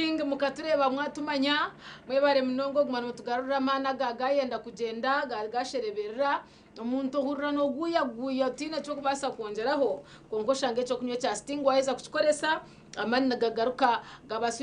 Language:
Nyankole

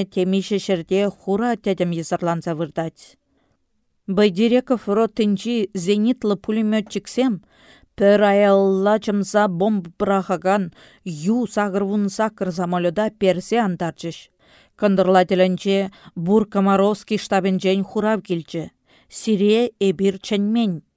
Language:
Chuvash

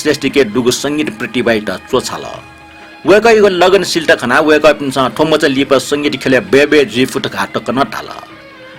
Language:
Newari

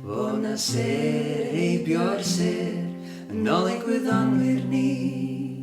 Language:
Welsh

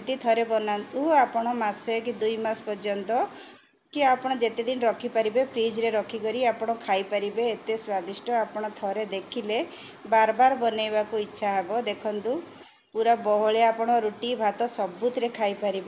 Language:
Odia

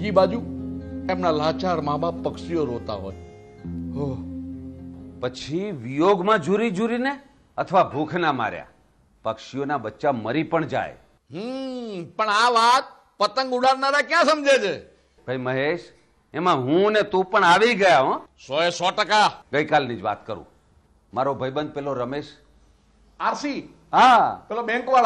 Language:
Gujarati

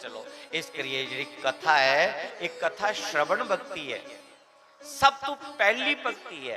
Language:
Dogri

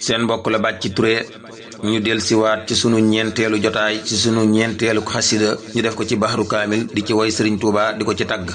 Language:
Wolof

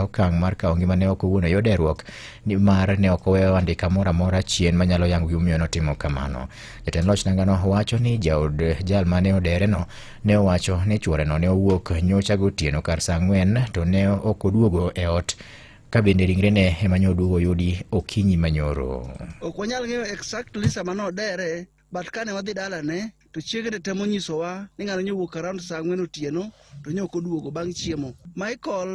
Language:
Luo (Kenya and Tanzania)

